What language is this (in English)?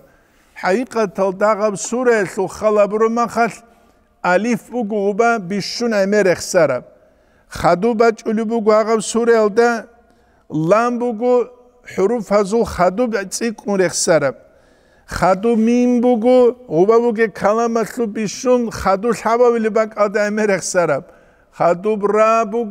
Avaric